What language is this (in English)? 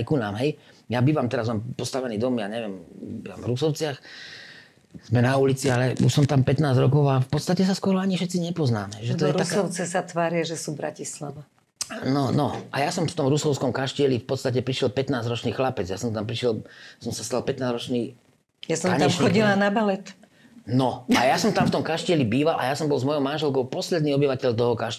Slovak